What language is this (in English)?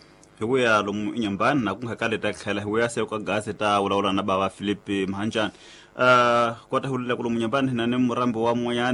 Tsonga